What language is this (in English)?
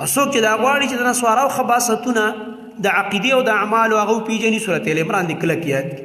Pashto